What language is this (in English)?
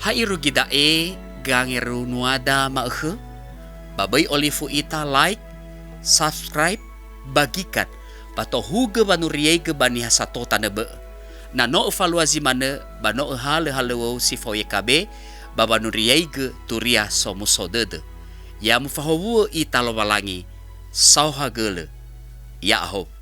Nias